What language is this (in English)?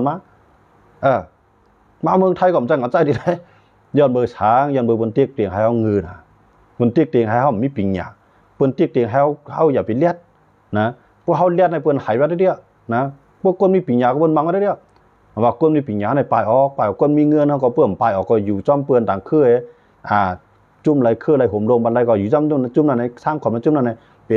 Shan